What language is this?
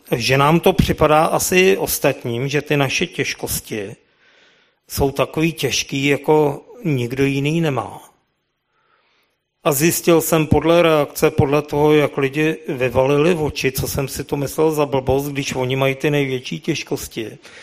Czech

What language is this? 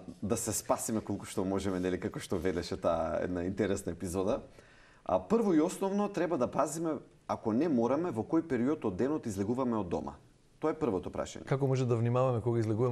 Macedonian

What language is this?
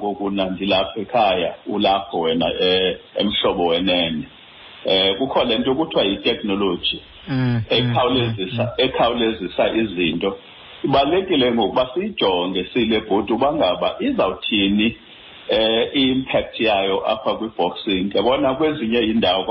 Xhosa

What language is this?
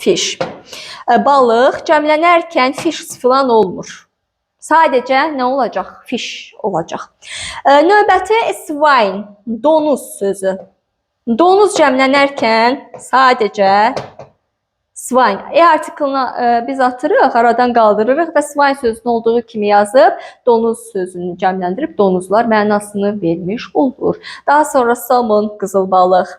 Azerbaijani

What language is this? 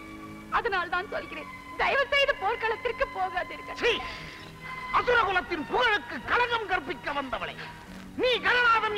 Tamil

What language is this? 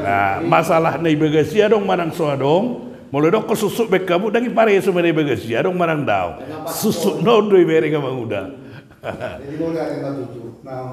Batak Toba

